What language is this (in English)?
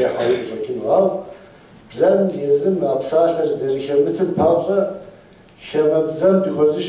Kabardian